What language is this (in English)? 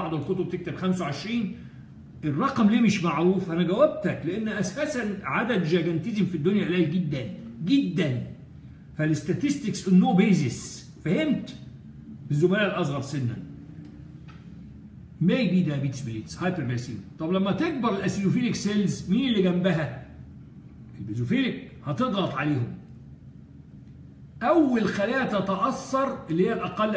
Egyptian Arabic